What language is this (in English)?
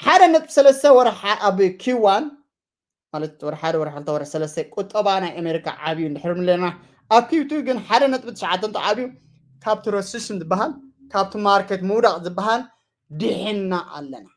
Tigrinya